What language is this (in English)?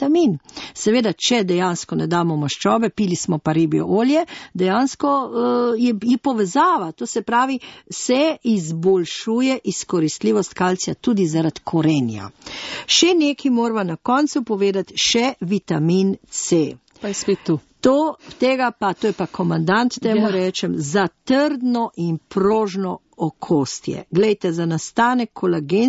Slovenian